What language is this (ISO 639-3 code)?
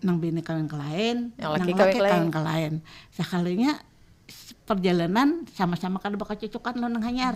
bjn